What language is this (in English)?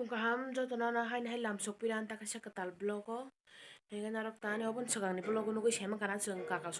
Kok Borok